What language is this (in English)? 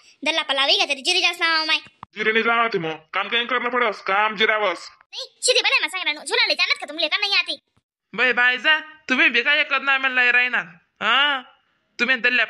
Khandesi